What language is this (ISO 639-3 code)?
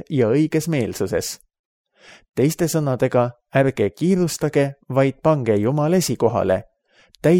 est